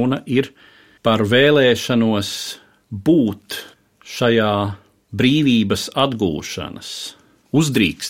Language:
Latvian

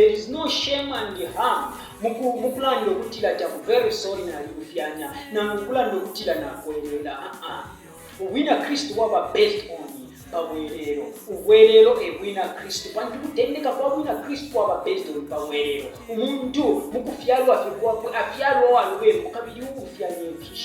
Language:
Bemba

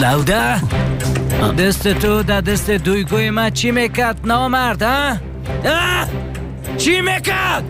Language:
Persian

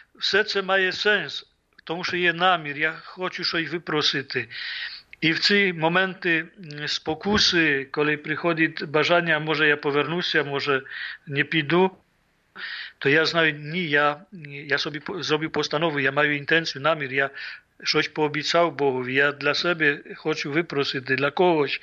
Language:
Ukrainian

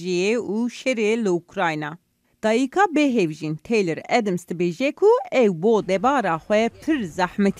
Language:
Kurdish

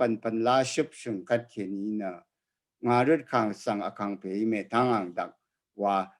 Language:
Rawang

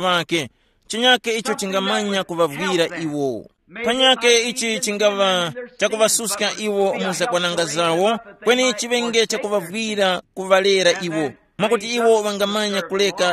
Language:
Tumbuka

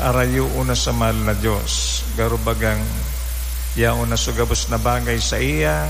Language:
Bikol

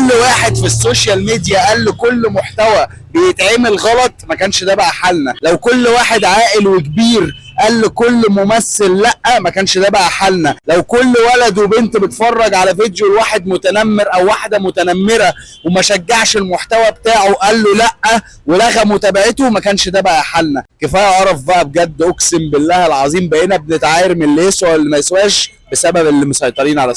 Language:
Egyptian Arabic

